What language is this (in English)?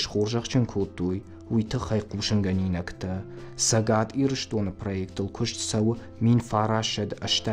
Ossetic